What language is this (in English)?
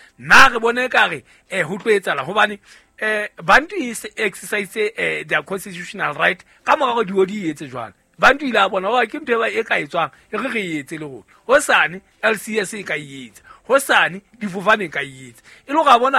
Southern Sotho